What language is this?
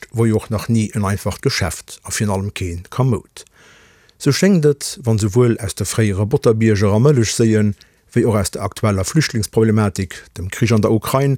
Luxembourgish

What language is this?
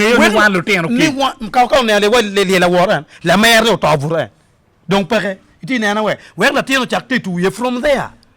Acoli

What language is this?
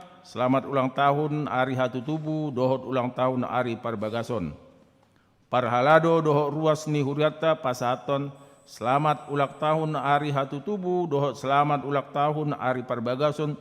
Batak Toba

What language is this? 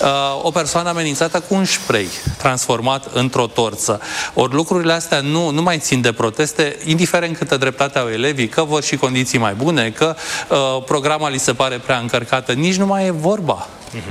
Romanian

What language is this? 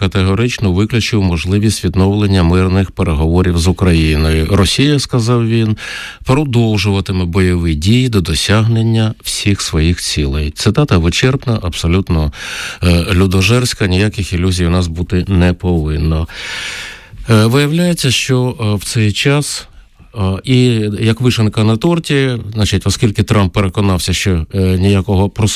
Ukrainian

